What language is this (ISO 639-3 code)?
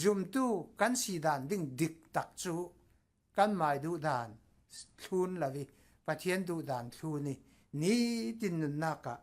cfm